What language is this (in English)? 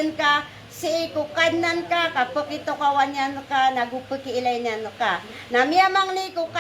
Maranao